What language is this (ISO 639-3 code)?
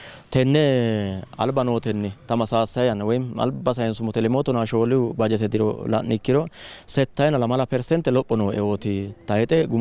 sid